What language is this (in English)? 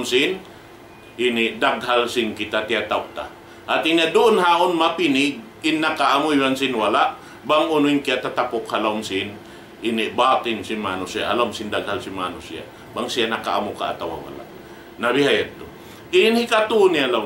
Tausug